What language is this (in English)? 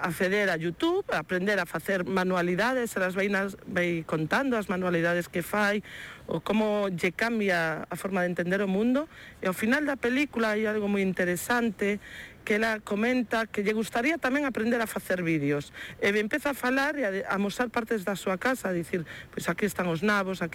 Galician